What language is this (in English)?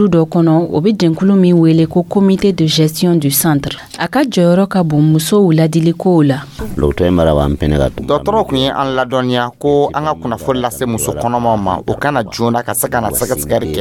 Dyula